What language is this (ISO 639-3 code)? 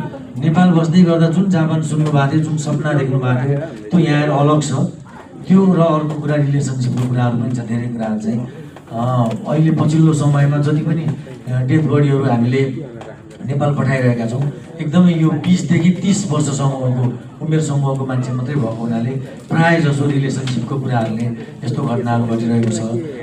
nep